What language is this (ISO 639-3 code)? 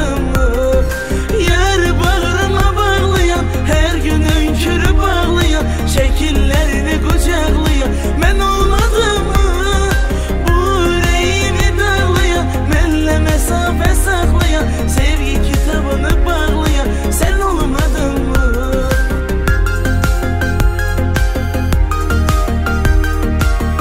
tur